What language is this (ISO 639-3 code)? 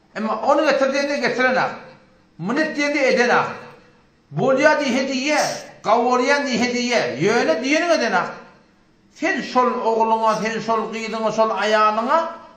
tuk